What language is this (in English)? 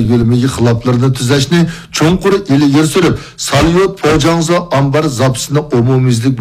Uyghur